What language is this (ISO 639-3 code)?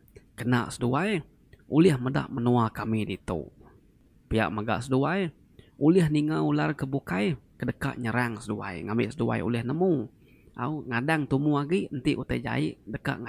iba